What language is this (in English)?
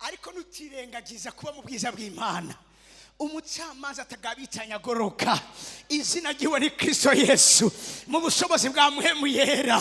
Rundi